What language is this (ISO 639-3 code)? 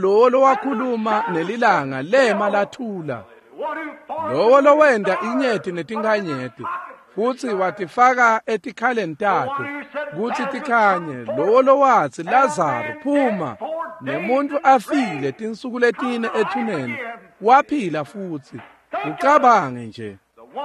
ssw